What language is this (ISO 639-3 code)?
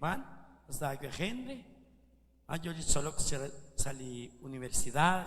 kek